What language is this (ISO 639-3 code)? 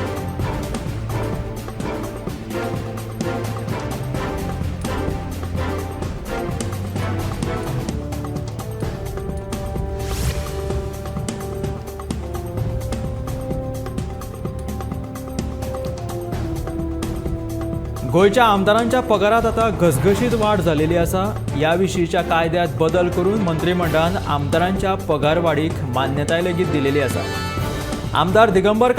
kok